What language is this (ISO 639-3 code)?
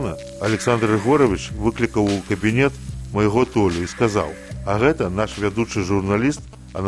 bel